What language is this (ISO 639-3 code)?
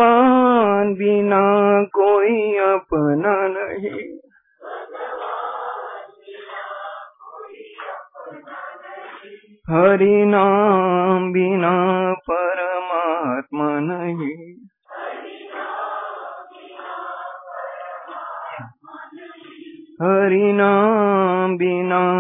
mar